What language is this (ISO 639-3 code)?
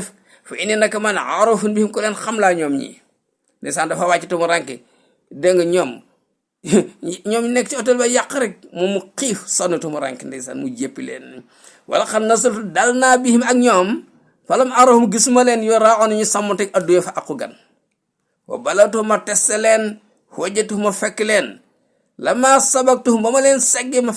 wol